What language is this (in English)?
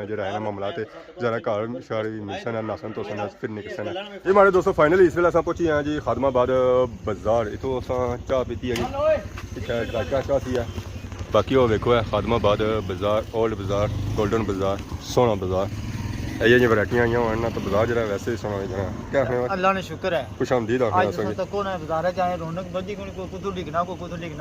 Pahari-Potwari